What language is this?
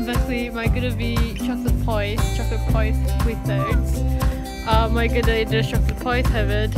Welsh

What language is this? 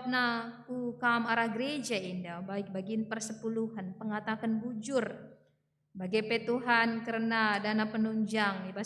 Batak Karo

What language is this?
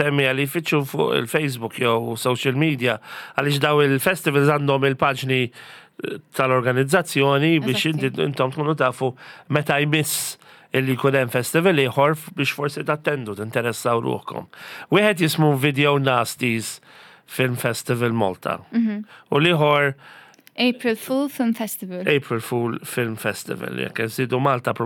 Maltese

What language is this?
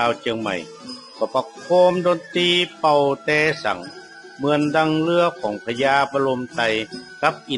Northern Thai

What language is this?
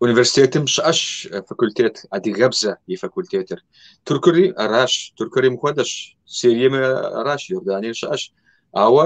Kabardian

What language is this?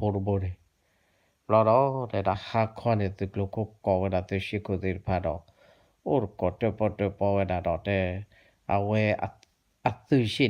S'gaw Karen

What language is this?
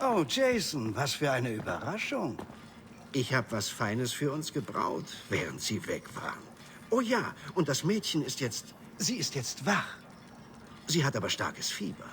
Bavarian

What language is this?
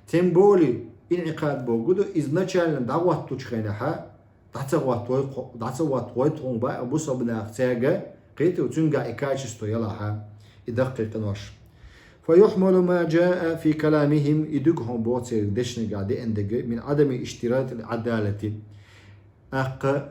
Chechen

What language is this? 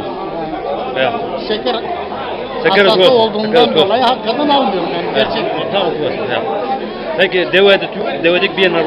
Zaza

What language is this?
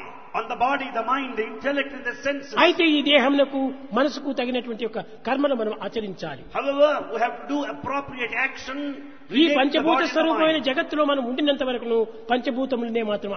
Telugu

